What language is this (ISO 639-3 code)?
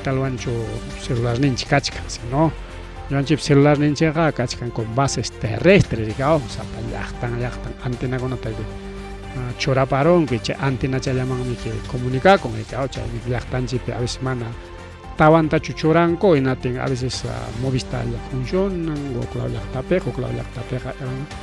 quy